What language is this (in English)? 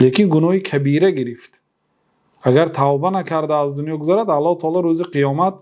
Persian